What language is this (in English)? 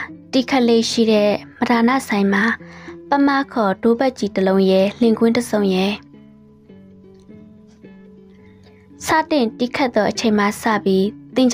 Burmese